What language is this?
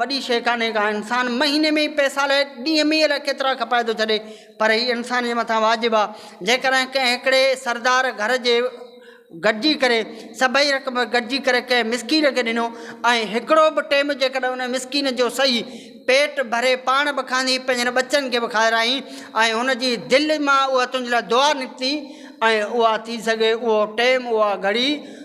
Sindhi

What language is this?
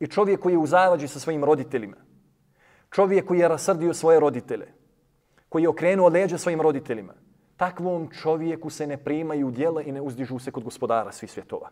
Bosnian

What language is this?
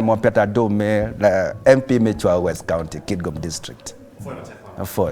Acoli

